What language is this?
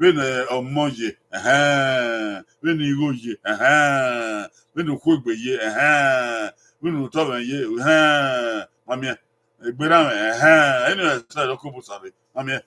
Bini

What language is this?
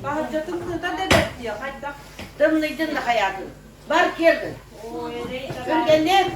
Yakut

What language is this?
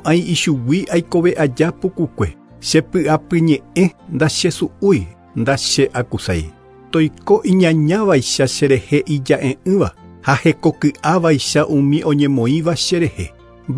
Guarani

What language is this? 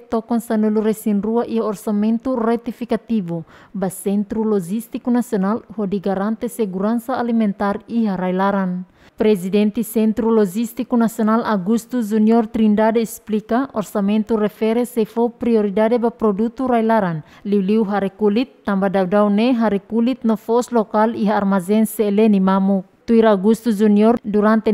Tetum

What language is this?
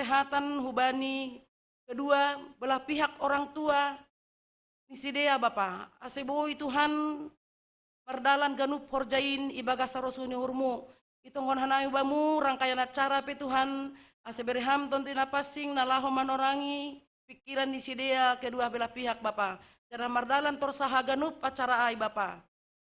Batak Simalungun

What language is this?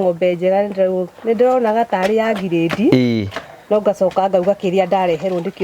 Kikuyu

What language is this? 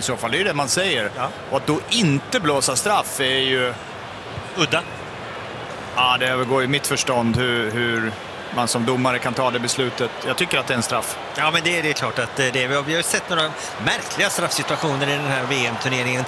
Swedish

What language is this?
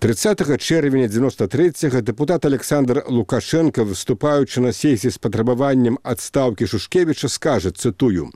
Belarusian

